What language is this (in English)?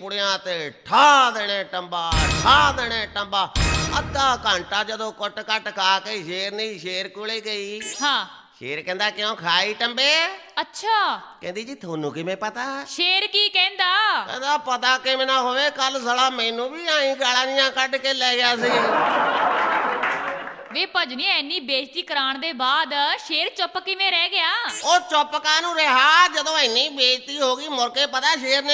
Punjabi